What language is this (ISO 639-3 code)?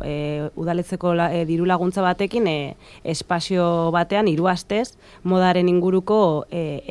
eus